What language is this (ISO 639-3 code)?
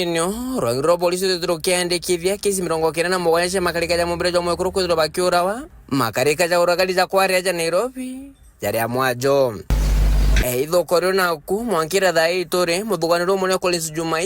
mer